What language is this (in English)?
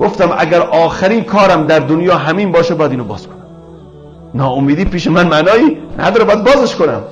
Persian